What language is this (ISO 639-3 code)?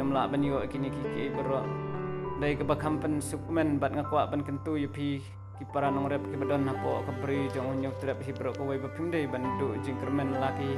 kha